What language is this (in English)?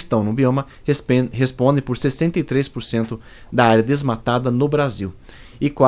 Portuguese